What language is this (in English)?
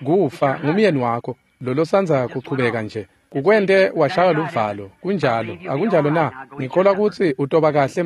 Swati